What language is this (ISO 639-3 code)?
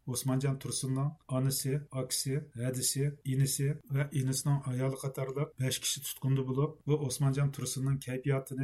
uig